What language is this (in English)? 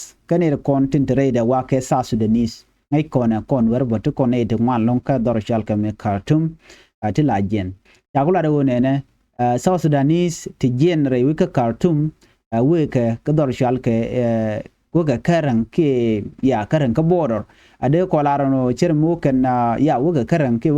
Nuer